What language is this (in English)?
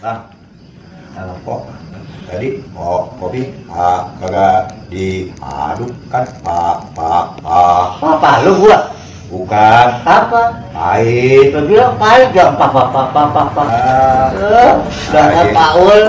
Betawi